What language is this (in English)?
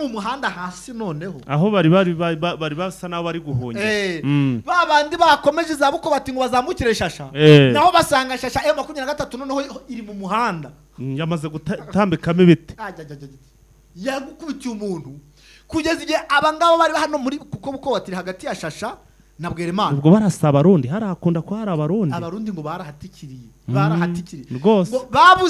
Kinyarwanda